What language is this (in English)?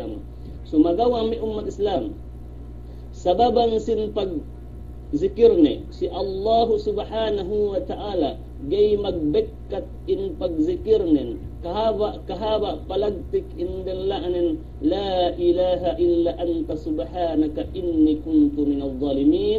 Yakan